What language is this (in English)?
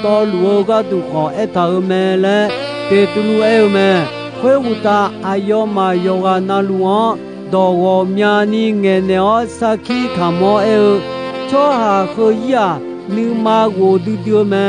Akha